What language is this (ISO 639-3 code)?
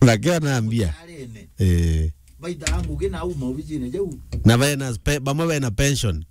mer